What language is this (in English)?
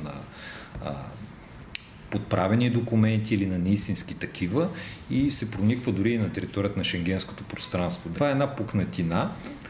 Bulgarian